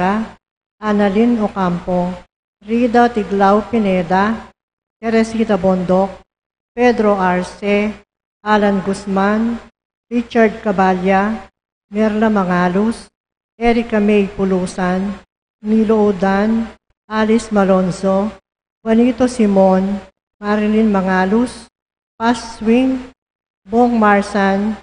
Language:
Pampanga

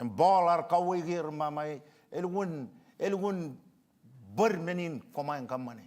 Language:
Marshallese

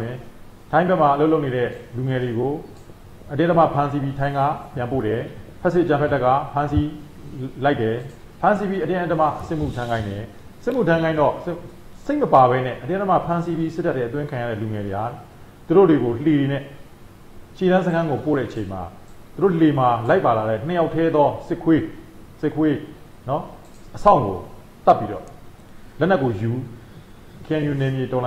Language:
Burmese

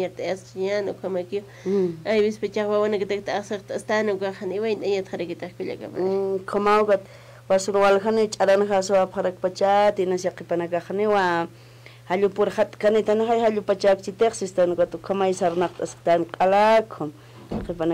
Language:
Aymara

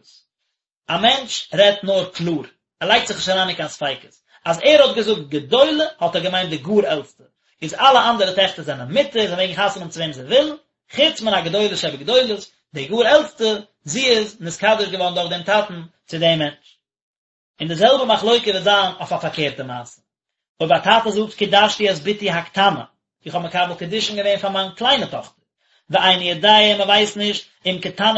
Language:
Yiddish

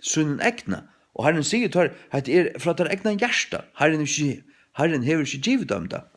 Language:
Faroese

